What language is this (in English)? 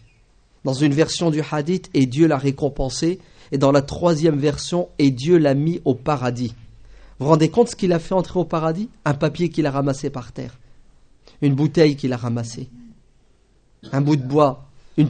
French